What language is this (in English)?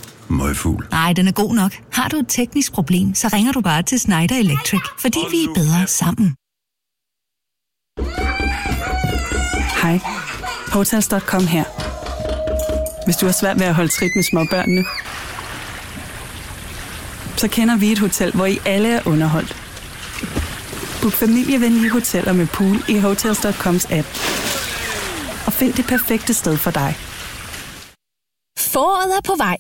Danish